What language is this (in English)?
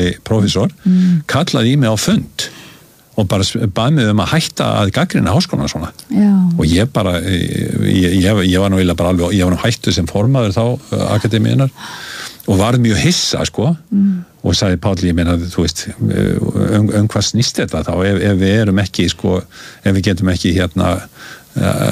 Icelandic